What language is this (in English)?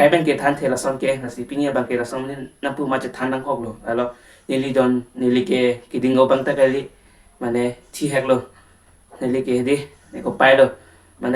Karbi